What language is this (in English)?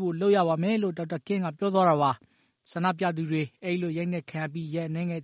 Burmese